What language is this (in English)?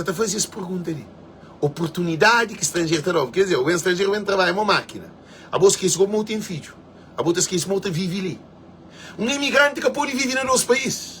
Kabuverdianu